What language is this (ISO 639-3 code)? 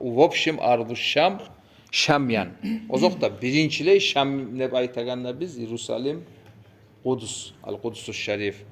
kum